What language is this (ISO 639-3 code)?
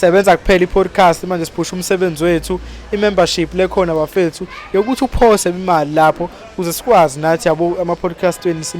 zul